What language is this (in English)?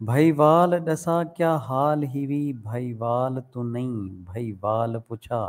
Saraiki